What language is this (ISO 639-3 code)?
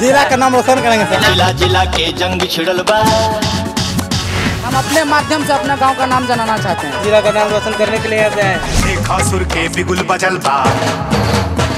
bho